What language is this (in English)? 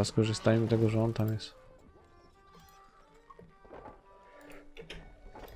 Polish